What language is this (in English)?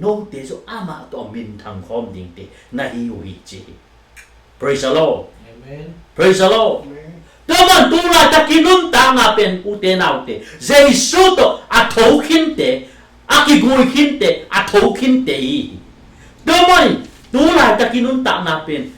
Tedim Chin